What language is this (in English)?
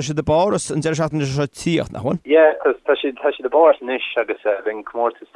Irish